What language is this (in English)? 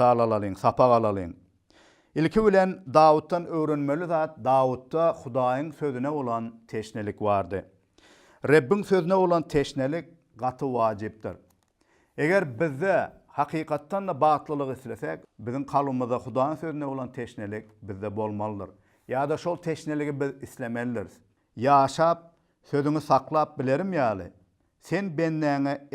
Turkmen